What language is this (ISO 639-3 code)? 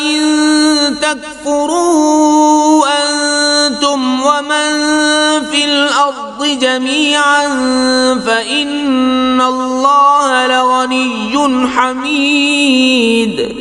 kas